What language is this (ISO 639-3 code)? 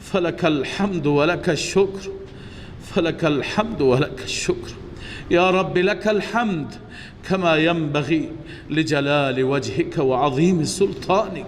fas